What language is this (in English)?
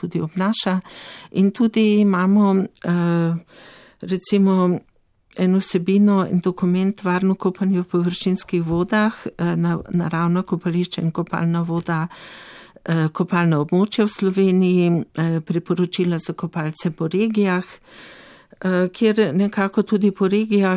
Slovenian